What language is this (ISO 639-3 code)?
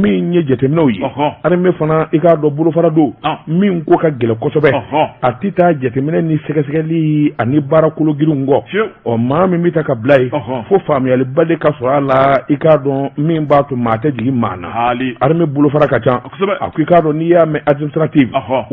bam